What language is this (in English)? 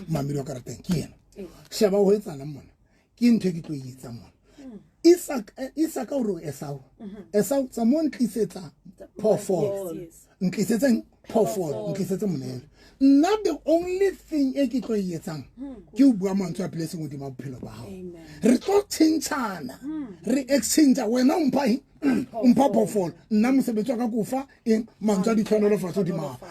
Southern Sotho